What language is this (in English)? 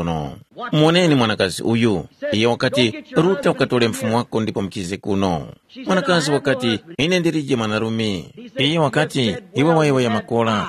Tumbuka